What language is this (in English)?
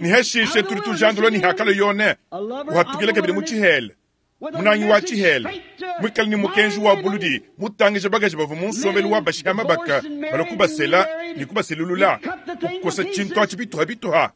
Luba-Lulua